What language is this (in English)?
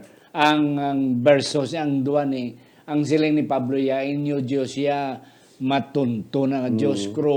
Hiligaynon